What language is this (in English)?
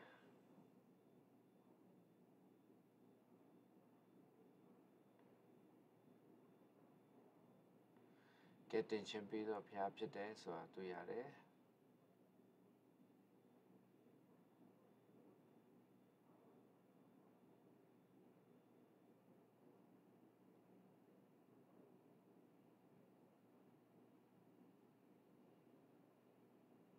Burmese